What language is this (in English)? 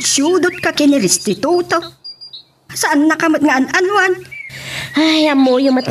Iloko